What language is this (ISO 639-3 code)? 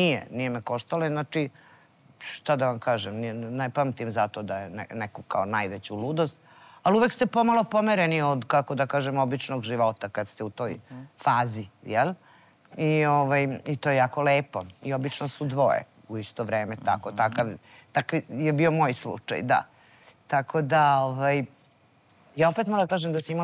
srp